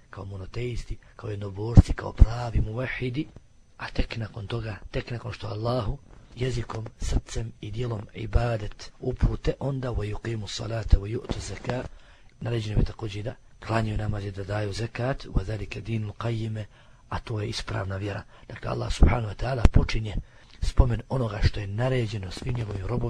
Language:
Bosnian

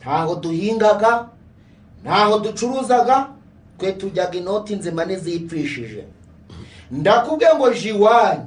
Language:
Kinyarwanda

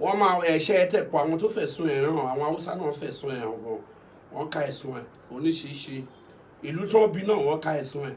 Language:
Yoruba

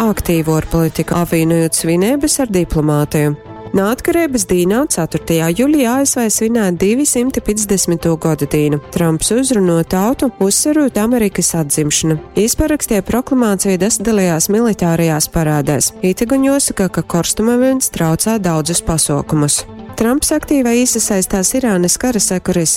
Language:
Latgalian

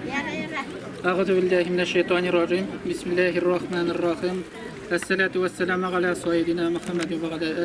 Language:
Bashkir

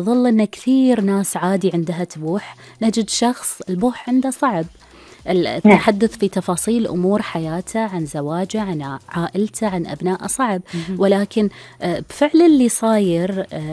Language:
Gulf Arabic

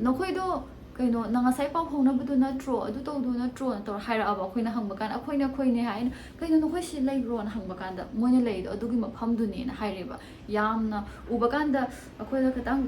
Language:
Manipuri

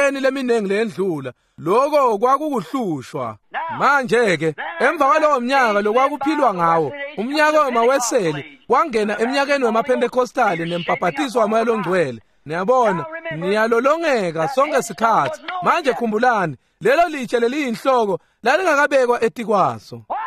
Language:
Swati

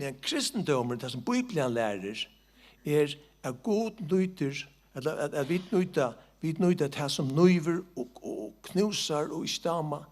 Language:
Faroese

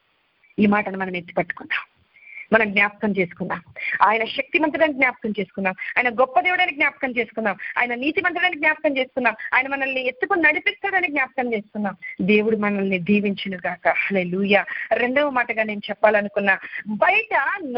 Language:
Telugu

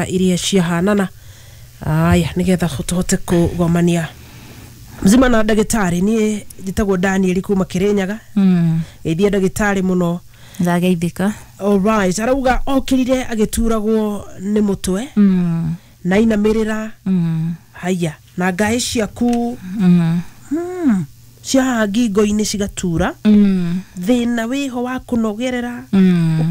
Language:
Kikuyu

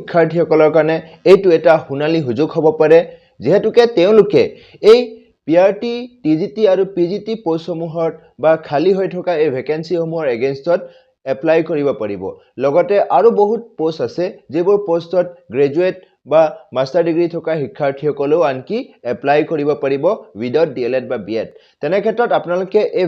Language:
Assamese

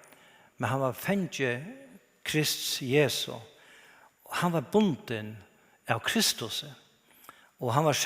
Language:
Faroese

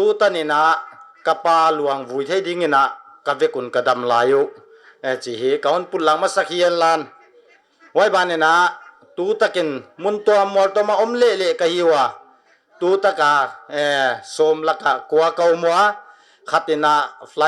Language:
Paite Chin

